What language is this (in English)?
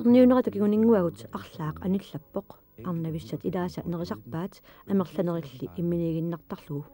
Kalaallisut